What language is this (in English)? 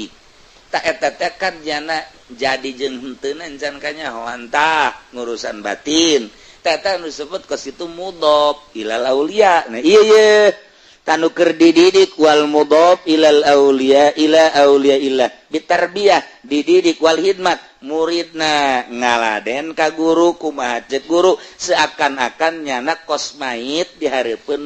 Sundanese